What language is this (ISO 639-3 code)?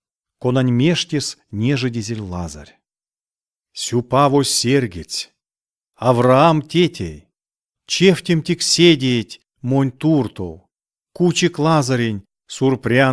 myv